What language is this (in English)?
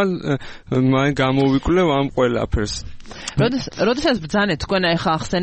Georgian